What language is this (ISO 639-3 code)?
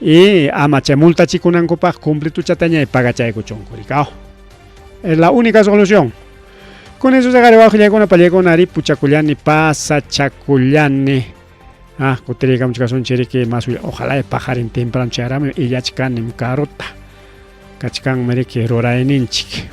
quy